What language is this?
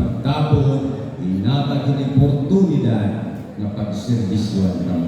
Waray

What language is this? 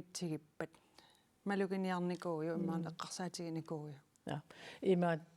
Kalaallisut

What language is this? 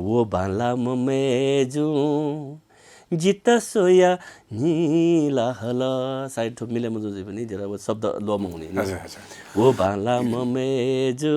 Newari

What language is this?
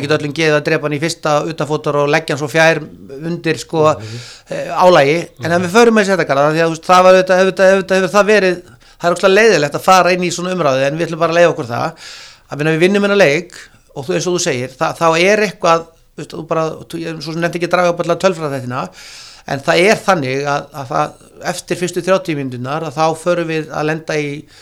Icelandic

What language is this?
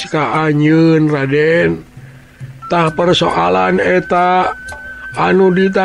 Sundanese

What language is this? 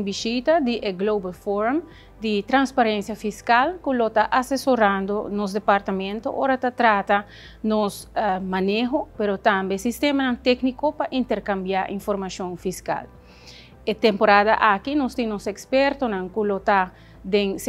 Papiamento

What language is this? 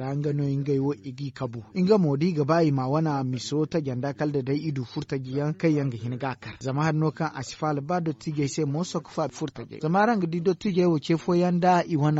Zarma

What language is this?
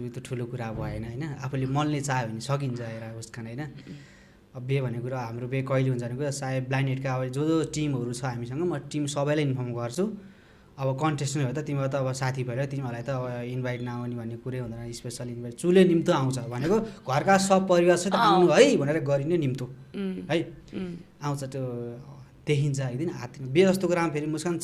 Nepali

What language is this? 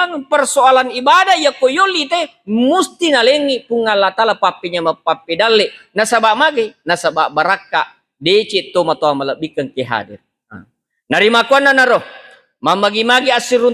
Buginese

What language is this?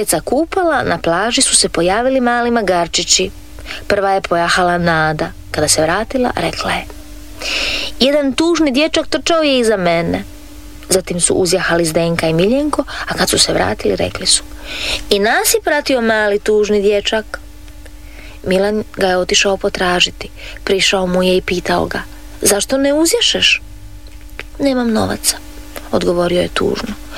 Croatian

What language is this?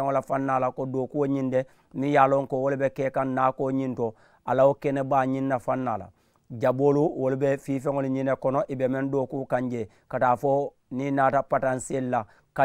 Mandingo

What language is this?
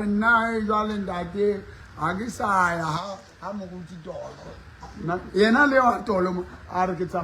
Southern Sotho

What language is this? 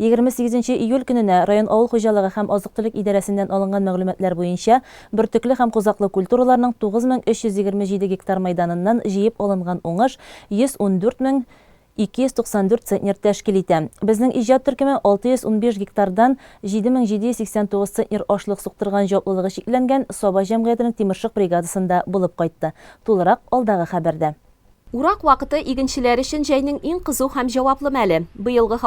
Tatar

